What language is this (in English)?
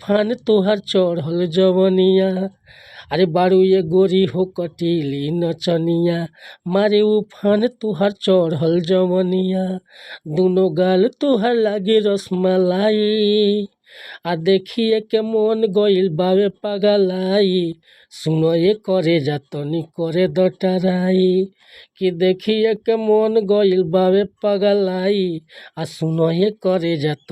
Bhojpuri